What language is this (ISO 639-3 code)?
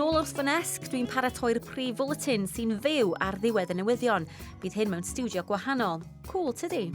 cym